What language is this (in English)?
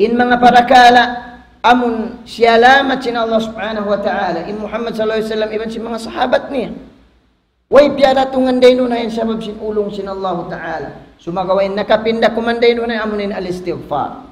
Tausug